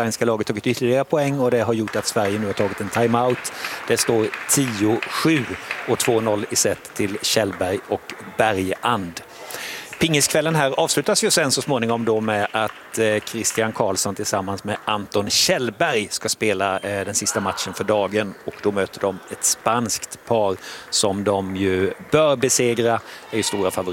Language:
Swedish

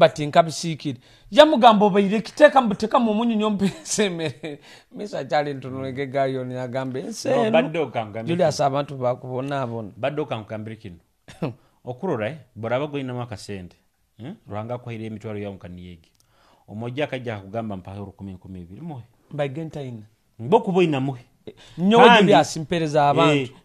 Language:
Nyoro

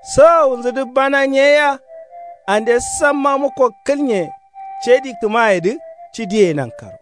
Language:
Kanuri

